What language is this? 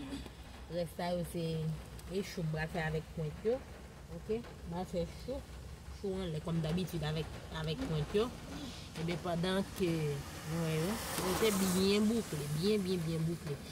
Haitian Creole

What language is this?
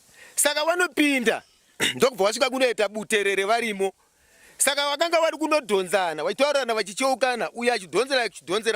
Shona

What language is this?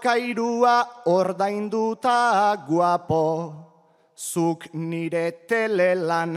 Basque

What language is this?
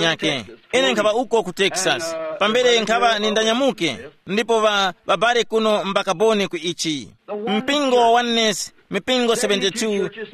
Tumbuka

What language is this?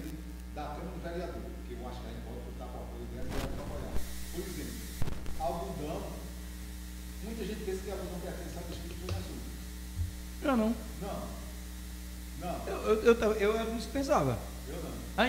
Portuguese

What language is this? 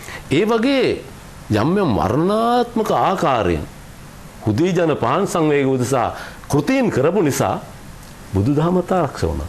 Sinhala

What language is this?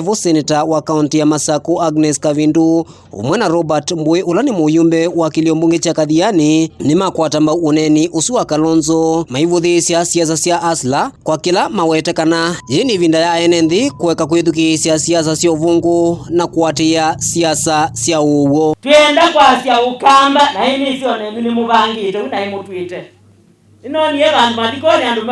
Kamba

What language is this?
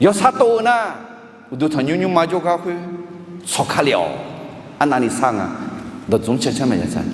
Akha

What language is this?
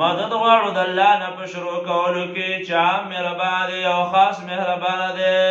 Pashto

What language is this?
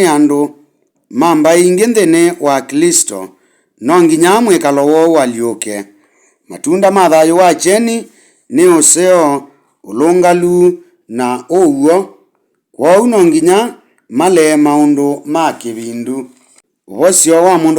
Kamba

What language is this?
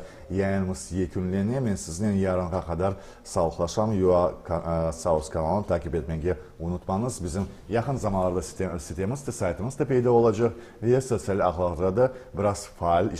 Crimean Tatar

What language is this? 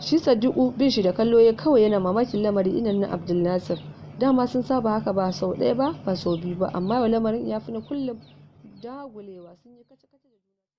Hausa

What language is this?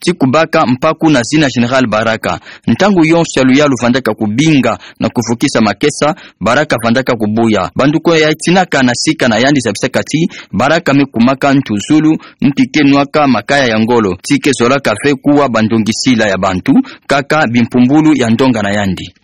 Kituba (Democratic Republic of Congo)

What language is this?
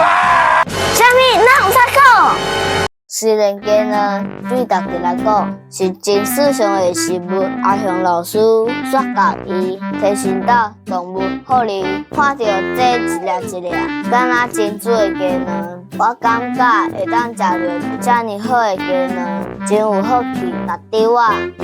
Min Nan Chinese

